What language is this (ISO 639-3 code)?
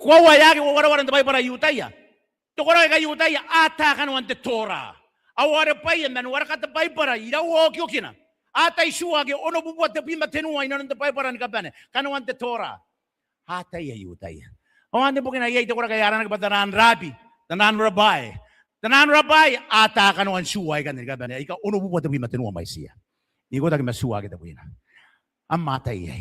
gil